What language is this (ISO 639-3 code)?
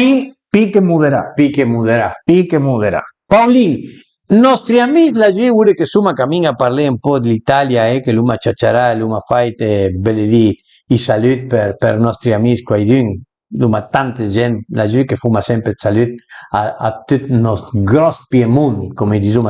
pms